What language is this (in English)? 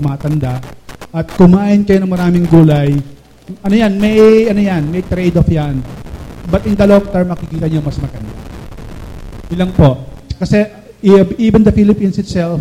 Filipino